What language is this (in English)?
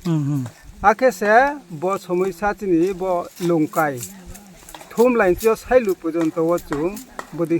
Riang (India)